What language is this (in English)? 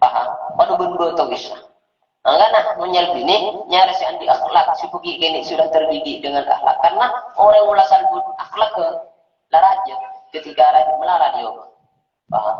Madurese